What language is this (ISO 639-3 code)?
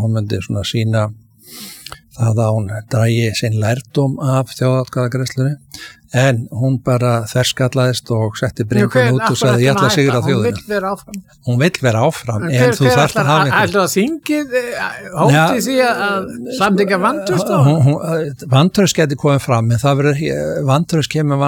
isl